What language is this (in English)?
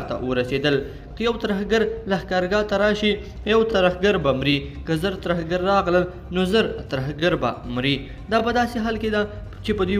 Pashto